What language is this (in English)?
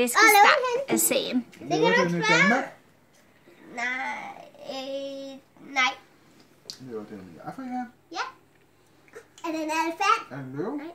Danish